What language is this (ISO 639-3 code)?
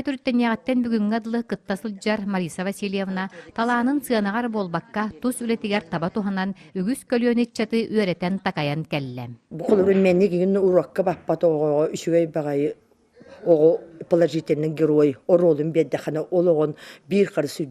sah